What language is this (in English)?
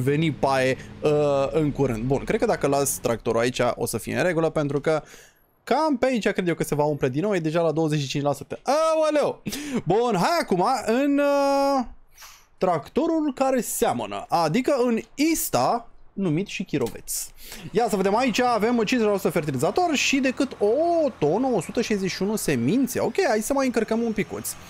Romanian